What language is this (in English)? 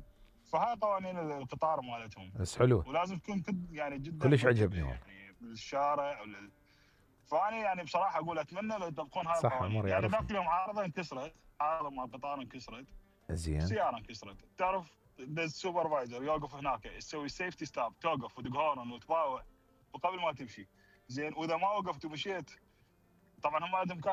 Mesopotamian Arabic